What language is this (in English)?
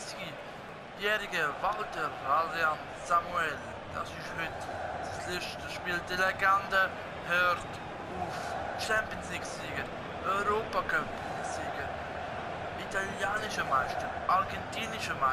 Swiss German